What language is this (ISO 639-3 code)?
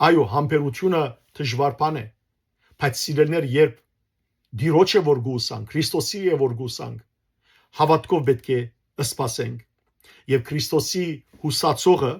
hyw